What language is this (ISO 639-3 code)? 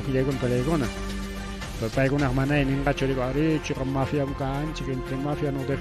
quy